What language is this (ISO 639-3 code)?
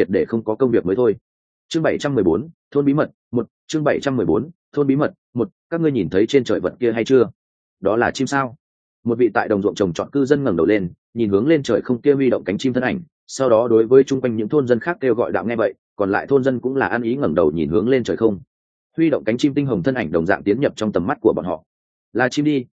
vie